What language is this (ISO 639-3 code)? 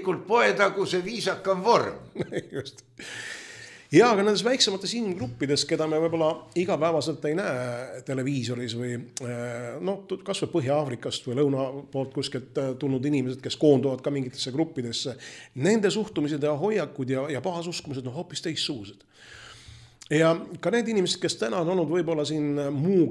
est